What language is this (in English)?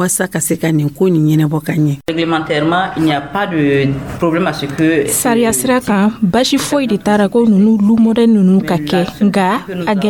Dyula